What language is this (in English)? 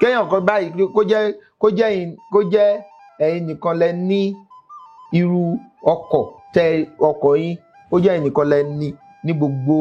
Yoruba